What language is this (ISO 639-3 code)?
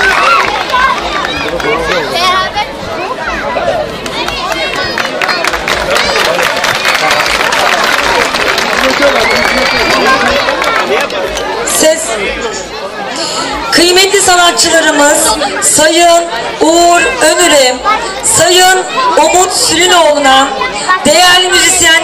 tur